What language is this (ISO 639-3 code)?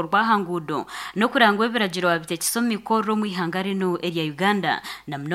nyn